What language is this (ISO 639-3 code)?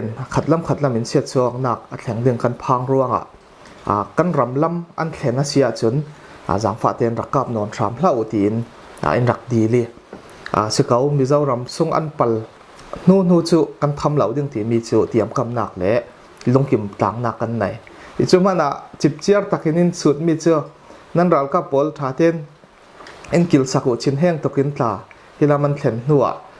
cfm